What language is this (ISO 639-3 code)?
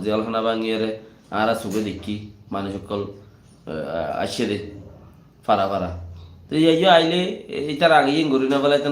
rhg